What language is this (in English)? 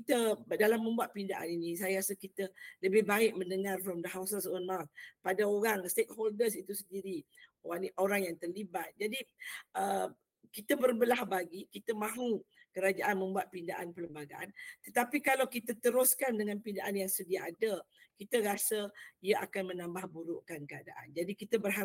Malay